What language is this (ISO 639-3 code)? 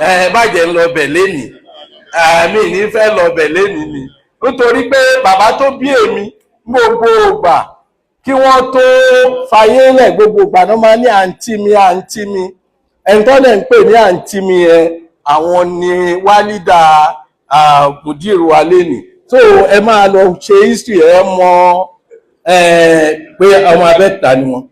yor